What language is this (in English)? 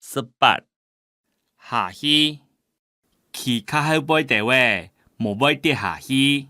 Hakka Chinese